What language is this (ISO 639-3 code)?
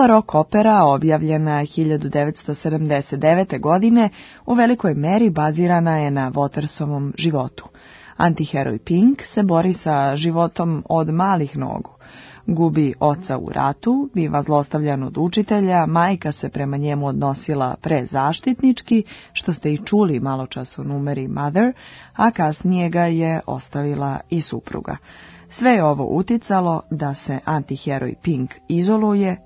srp